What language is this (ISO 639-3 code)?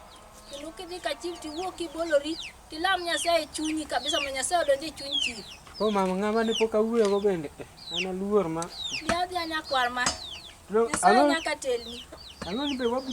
luo